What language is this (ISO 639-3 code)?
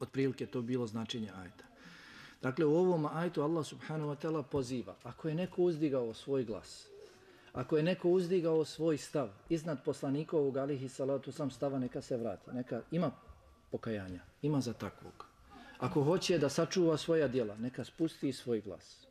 bos